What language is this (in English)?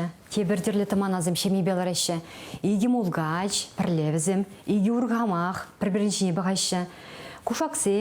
Chuvash